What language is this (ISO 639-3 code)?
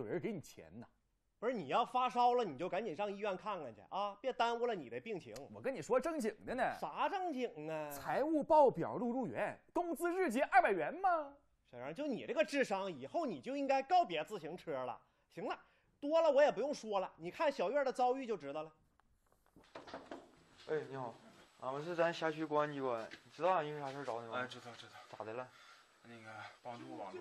zho